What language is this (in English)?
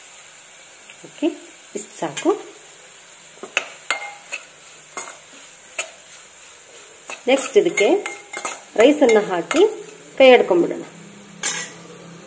Kannada